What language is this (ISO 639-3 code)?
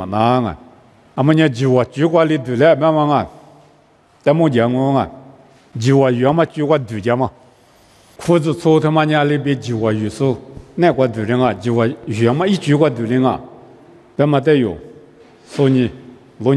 lis